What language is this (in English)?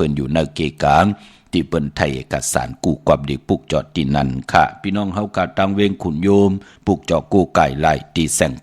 Shan